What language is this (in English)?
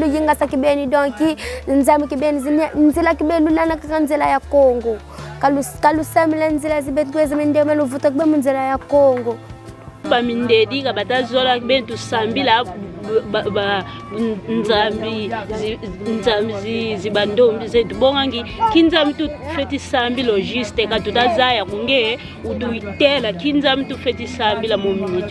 Kongo